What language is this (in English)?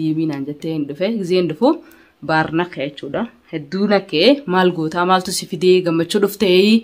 Oromo